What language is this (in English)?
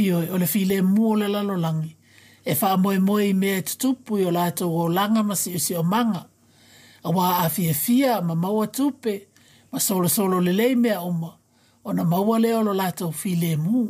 Samoan